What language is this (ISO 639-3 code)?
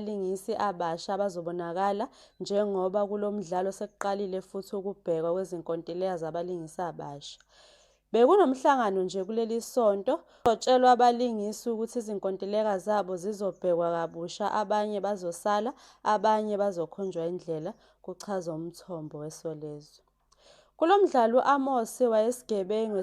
zul